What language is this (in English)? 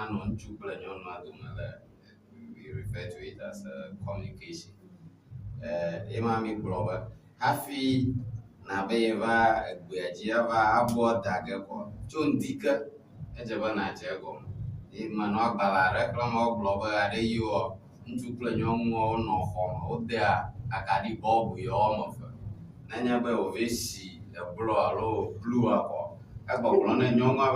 Ewe